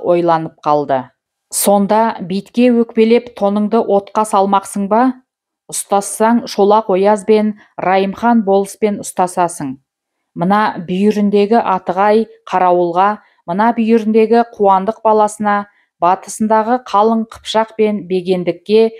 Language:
Kazakh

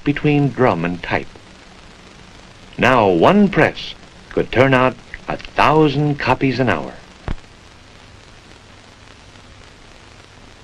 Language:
English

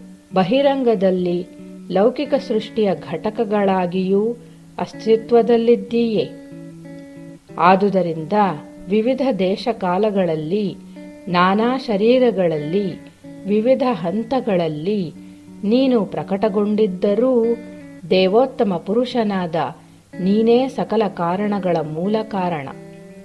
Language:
Kannada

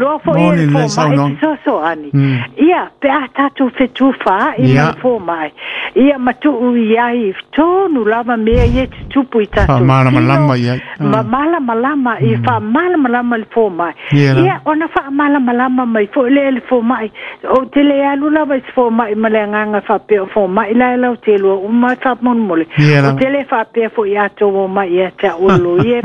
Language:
Samoan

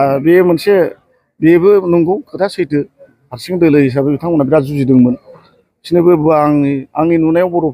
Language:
Bodo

